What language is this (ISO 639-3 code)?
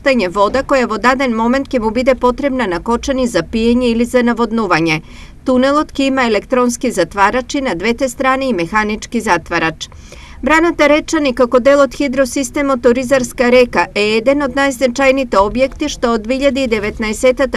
mkd